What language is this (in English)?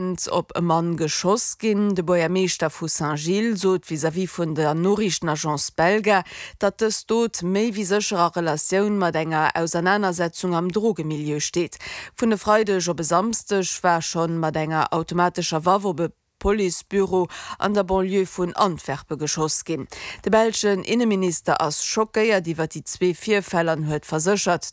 Luxembourgish